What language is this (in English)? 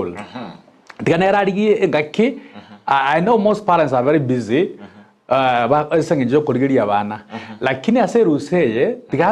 Gusii